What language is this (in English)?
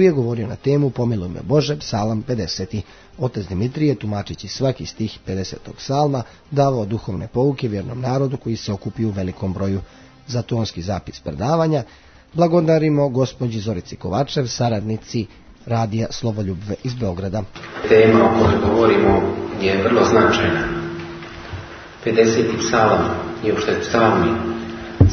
Serbian